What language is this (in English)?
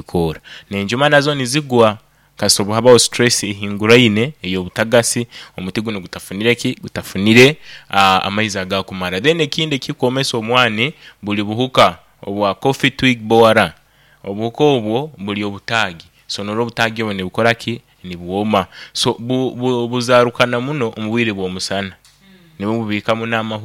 Nyoro